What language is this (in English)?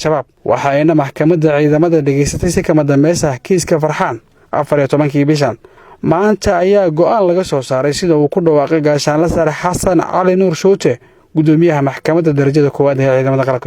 Somali